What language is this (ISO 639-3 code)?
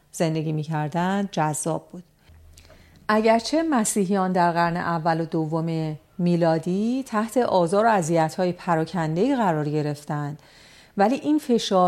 fas